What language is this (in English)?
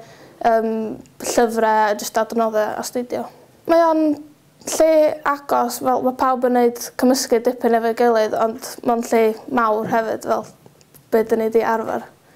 Welsh